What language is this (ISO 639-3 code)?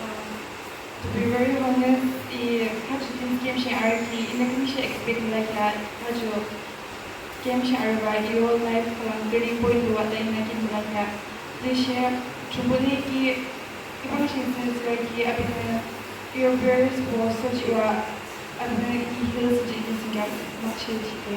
yim